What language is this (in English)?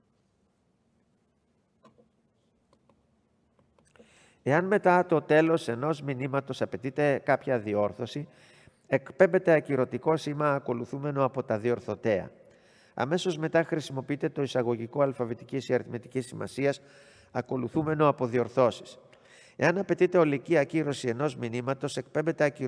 Greek